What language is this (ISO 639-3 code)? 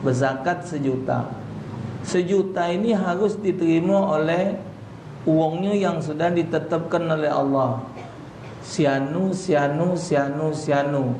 mui